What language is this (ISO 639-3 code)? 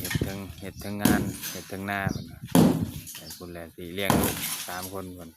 lao